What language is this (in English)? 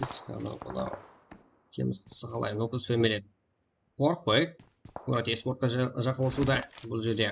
Kara-Kalpak